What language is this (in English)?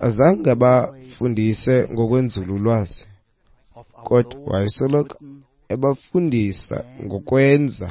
Xhosa